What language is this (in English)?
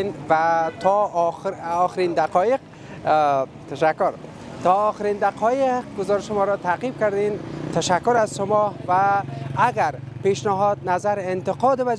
Persian